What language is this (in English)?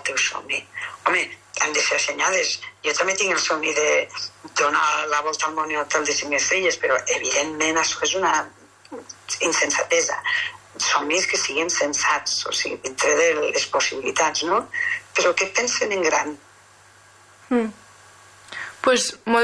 Catalan